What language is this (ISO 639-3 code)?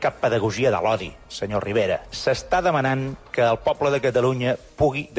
cat